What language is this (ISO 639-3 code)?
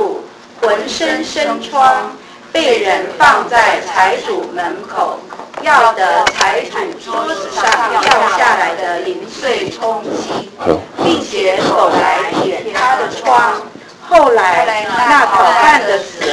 zho